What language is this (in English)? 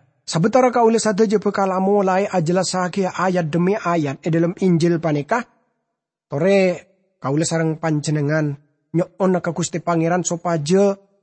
Madurese